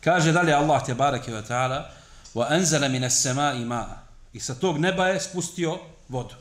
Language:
Bosnian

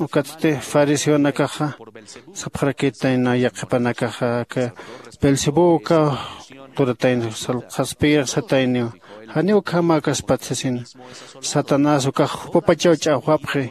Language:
Aymara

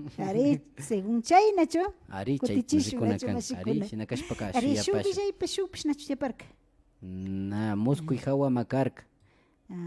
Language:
Imbabura Highland Quichua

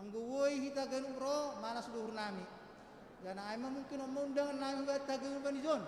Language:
Batak Simalungun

